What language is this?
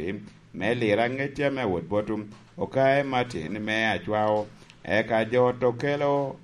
Lango (Uganda)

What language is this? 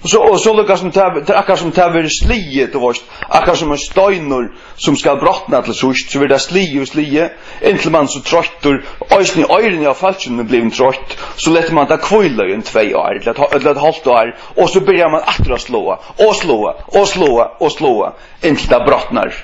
Faroese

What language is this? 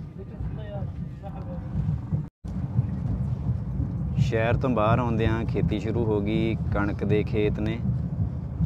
Punjabi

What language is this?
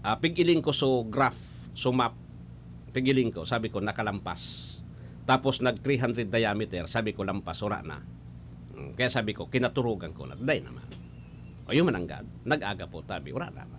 Bikol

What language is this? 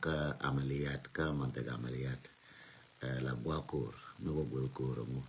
Nuer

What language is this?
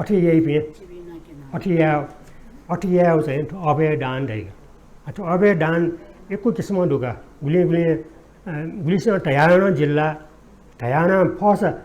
Newari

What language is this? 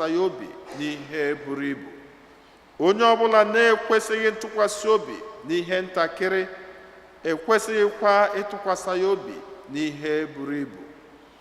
Igbo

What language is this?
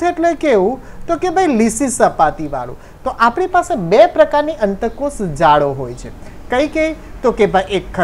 Gujarati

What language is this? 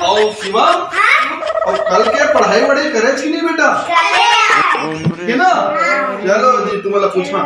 Chhattisgarhi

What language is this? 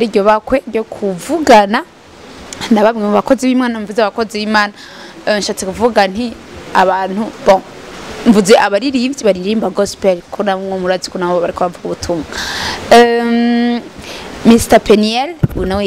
Rundi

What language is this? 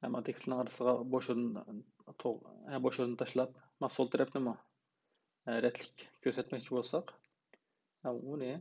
Uyghur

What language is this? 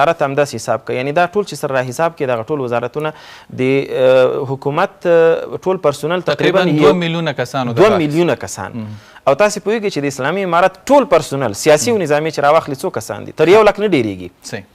Pashto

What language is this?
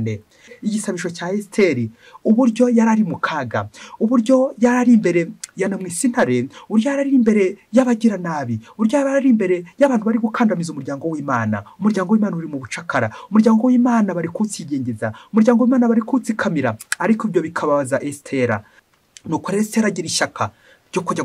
Kinyarwanda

